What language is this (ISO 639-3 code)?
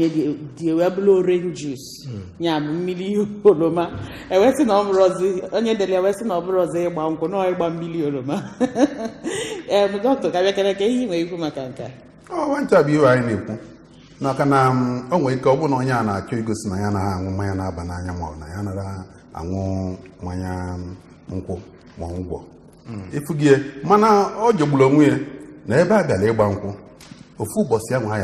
ibo